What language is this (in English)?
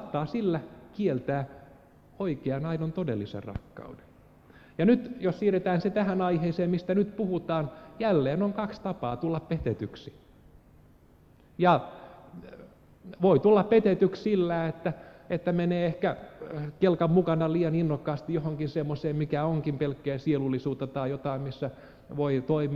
Finnish